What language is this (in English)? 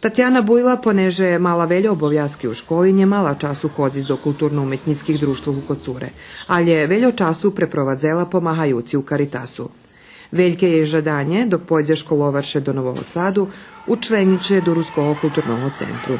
Rusyn